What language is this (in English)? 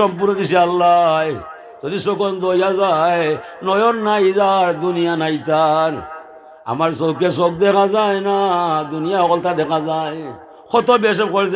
Sylheti